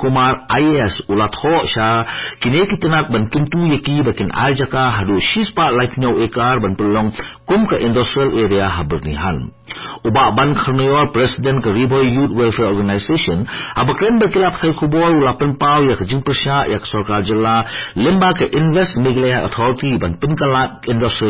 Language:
Khasi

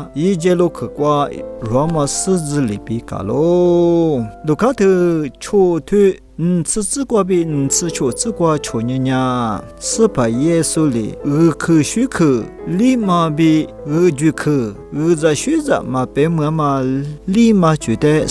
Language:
Lisu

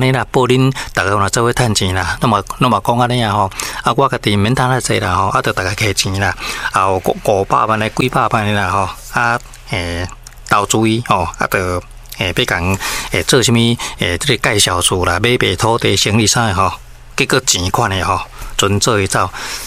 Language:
Min Nan Chinese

